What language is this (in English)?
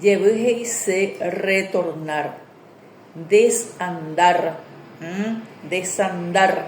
Guarani